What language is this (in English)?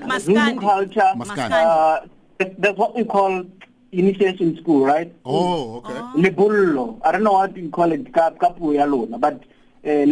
English